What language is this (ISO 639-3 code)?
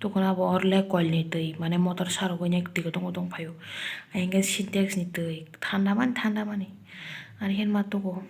trp